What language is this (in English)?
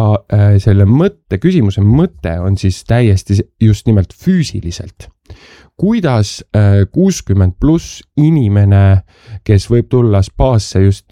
Estonian